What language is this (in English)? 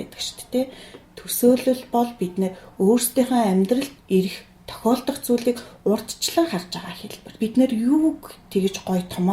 Mongolian